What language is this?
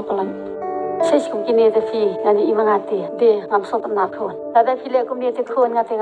Khasi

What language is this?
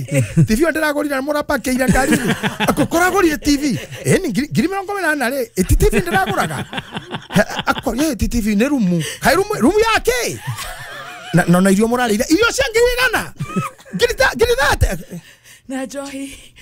Kikuyu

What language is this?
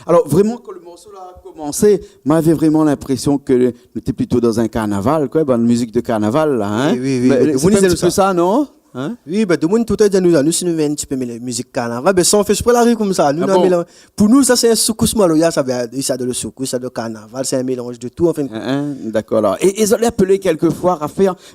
Réunion Creole French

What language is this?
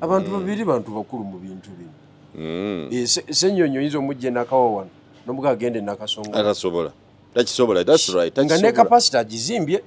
Ganda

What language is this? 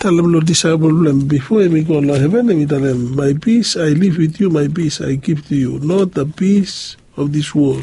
Bislama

